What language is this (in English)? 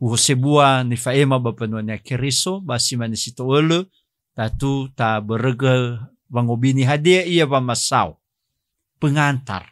Nias